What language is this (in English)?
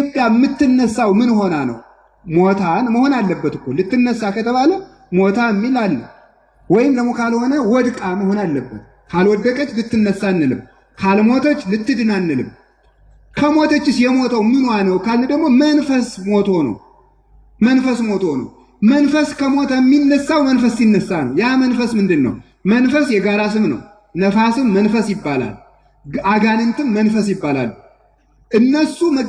Amharic